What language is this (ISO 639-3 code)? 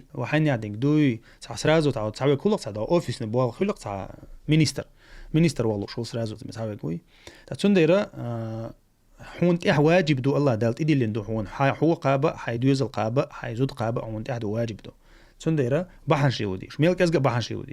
che